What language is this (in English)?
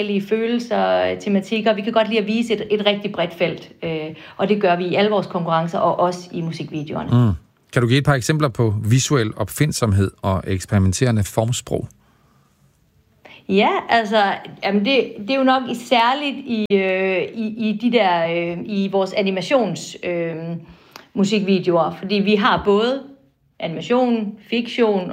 Danish